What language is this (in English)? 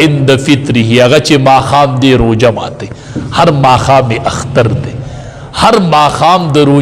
Pashto